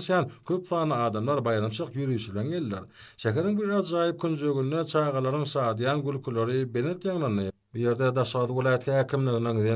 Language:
Turkmen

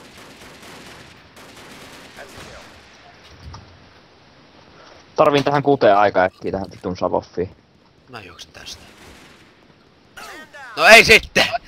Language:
Finnish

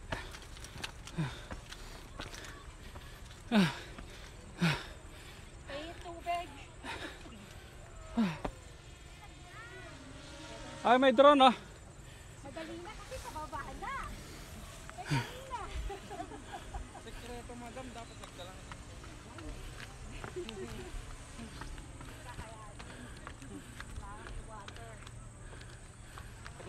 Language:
Filipino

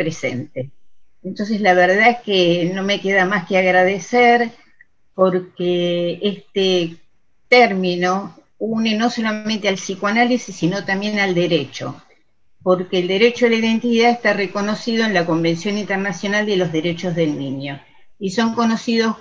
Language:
Spanish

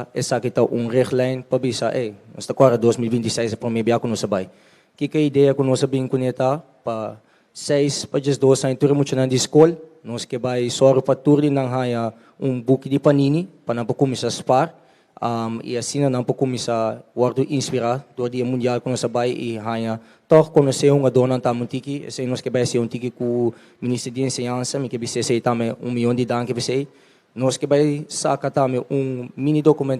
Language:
Papiamento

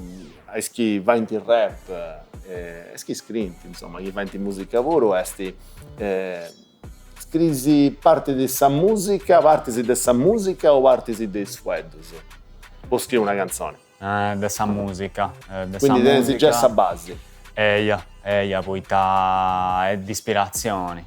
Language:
Sardinian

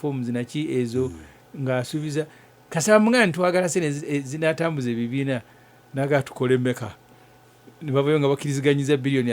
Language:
Ganda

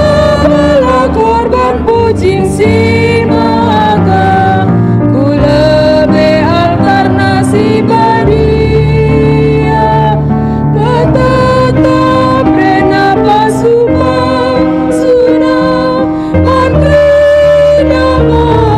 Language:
Batak Karo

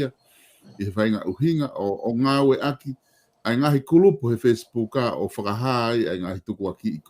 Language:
Tongan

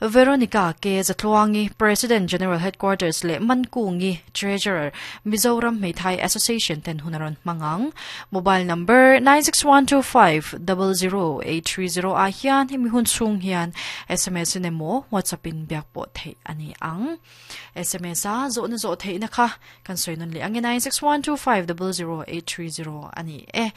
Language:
Mizo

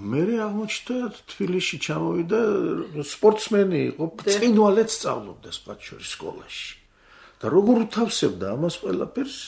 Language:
Georgian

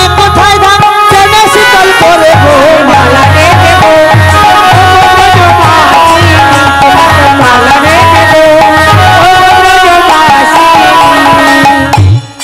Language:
Bangla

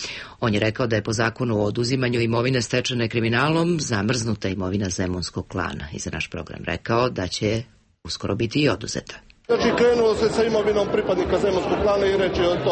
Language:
Serbian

